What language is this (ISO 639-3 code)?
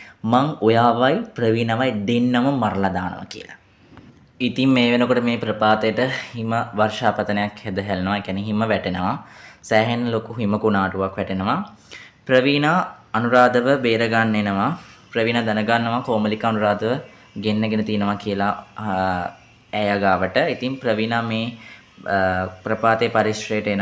sin